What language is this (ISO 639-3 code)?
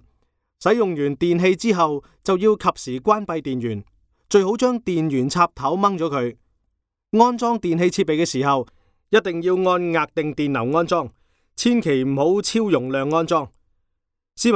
yue